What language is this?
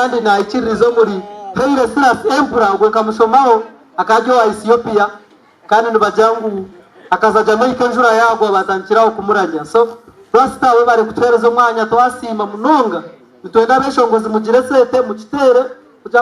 Nyankole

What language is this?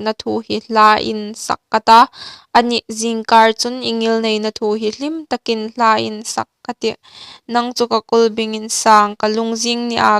Hmar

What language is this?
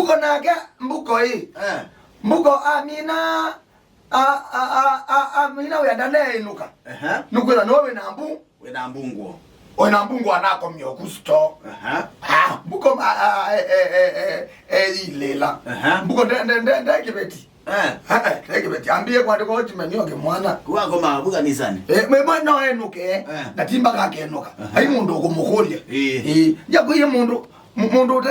Kamba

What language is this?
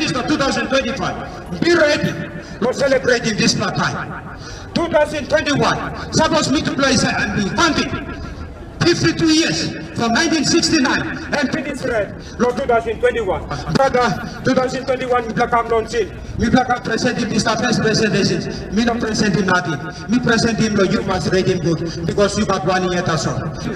Tok Pisin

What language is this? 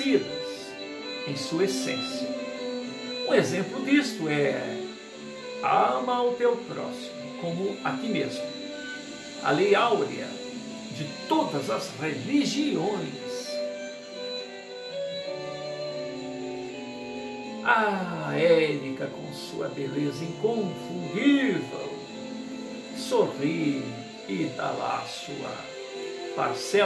Portuguese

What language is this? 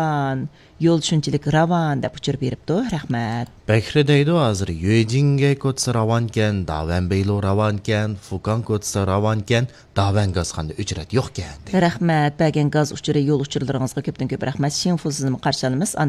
Uyghur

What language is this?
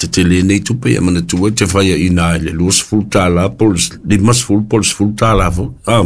Samoan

